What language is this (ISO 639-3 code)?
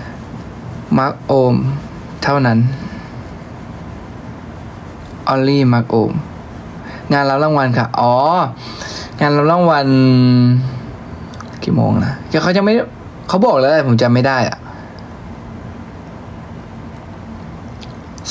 tha